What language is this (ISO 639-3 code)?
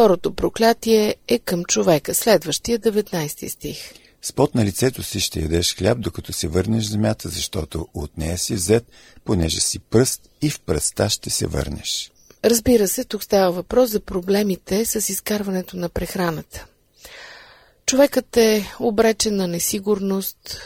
bul